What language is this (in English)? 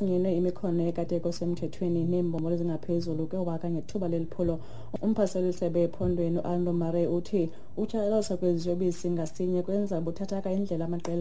Xhosa